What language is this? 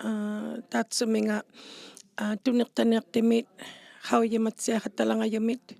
Inuktitut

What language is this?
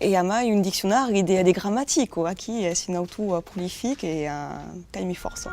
Occitan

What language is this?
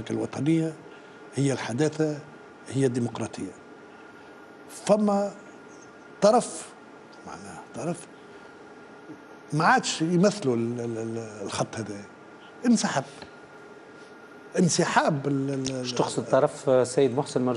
Tunisian Arabic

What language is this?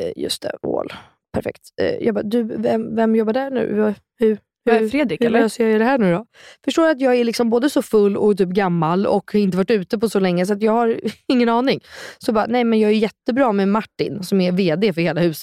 Swedish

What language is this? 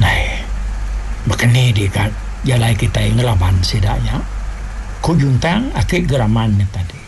Iban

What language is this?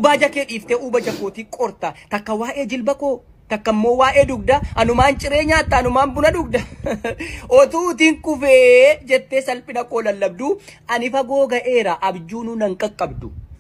Oromo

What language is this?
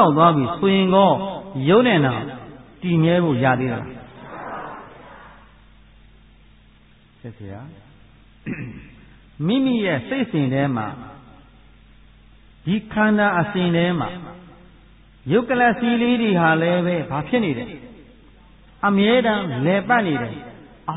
Burmese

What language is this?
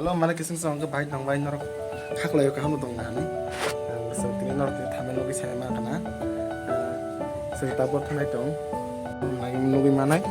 Kok Borok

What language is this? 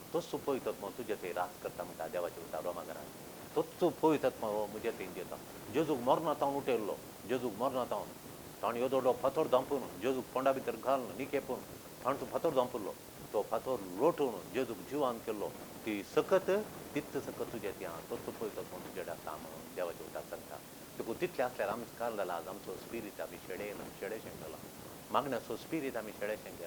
Konkani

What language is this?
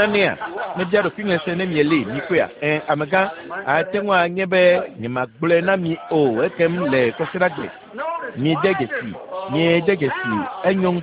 Ewe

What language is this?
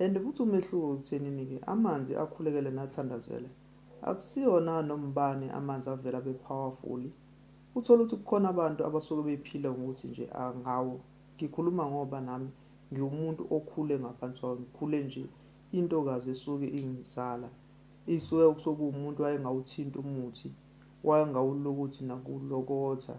Zulu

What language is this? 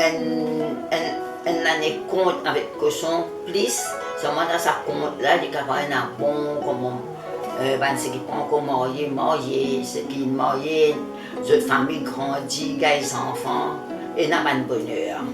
Morisyen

